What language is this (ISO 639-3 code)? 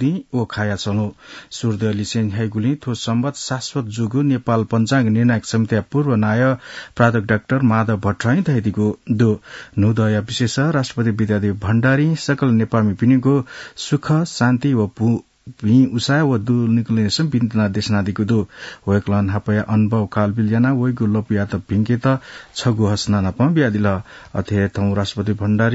new